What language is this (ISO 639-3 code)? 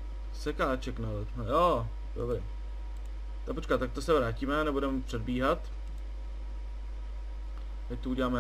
ces